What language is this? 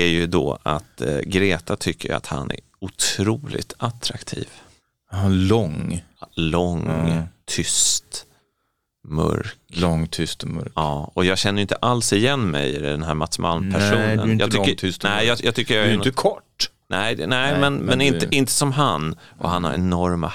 Swedish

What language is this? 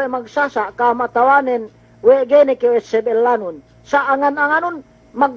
Yakan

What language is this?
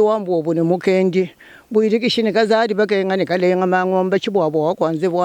Luba-Lulua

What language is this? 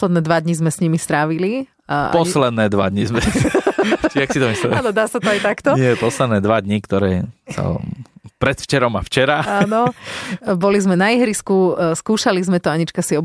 Slovak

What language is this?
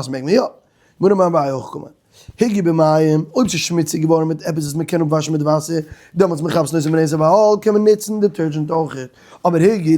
Yiddish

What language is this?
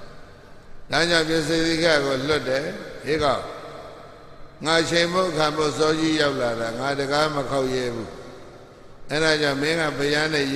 Burmese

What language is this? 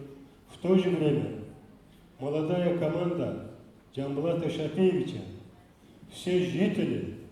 Kumyk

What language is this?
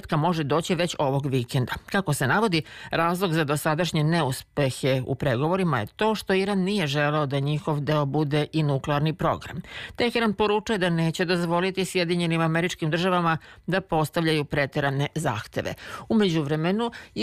Serbian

